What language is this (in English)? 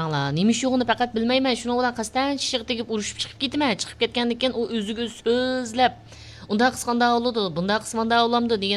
Uyghur